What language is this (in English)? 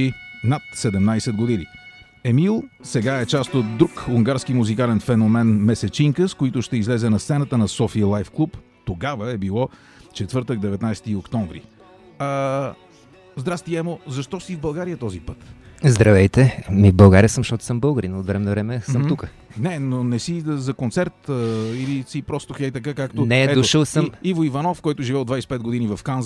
Bulgarian